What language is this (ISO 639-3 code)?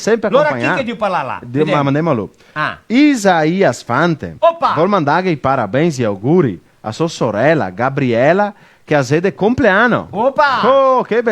vec